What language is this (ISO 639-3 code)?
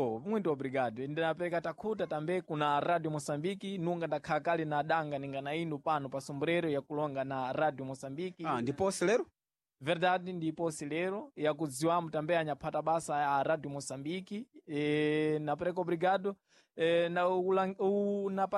seh